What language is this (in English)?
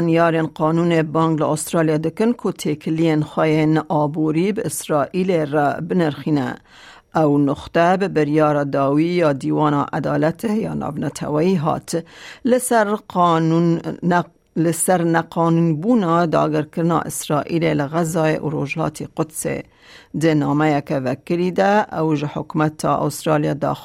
Kurdish